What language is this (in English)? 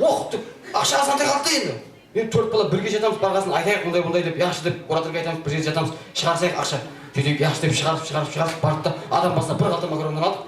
Kara-Kalpak